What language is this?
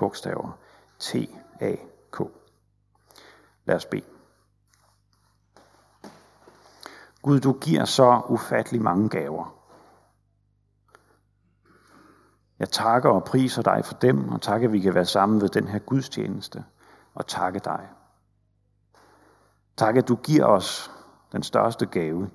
Danish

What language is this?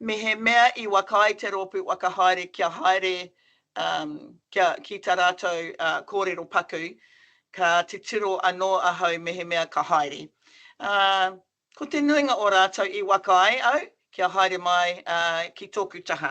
Māori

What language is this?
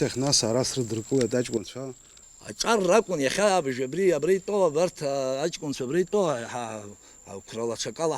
Abkhazian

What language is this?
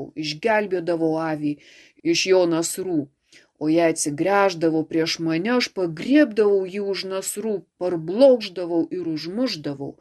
Lithuanian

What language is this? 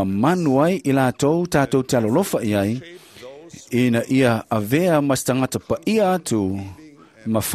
Samoan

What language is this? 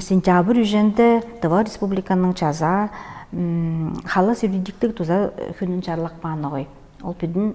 Tuvinian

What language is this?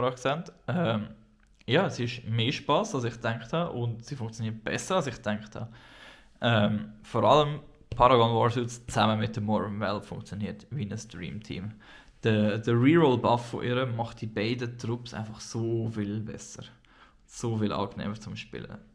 Swiss German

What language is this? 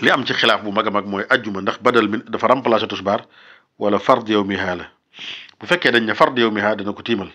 Wolof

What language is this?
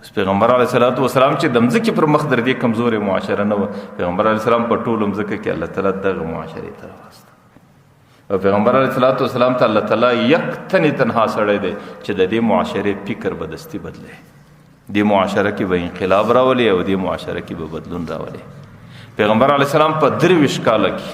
Pashto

